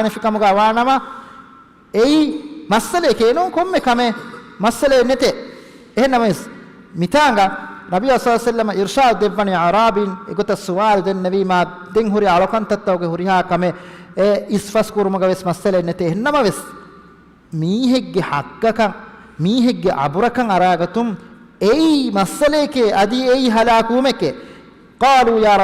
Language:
Divehi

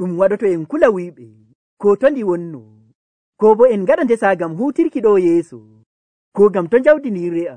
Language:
Nigerian Fulfulde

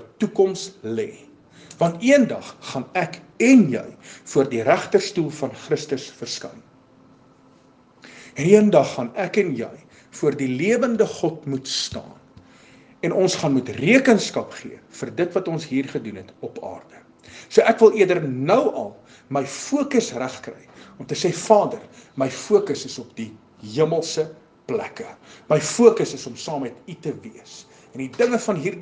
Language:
Afrikaans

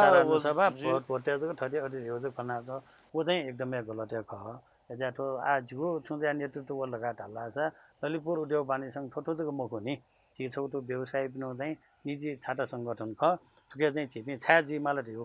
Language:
Newari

